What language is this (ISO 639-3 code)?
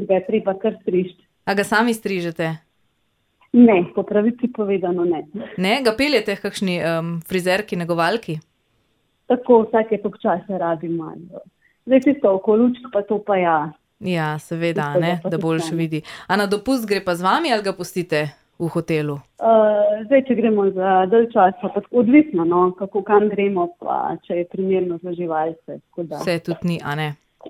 slv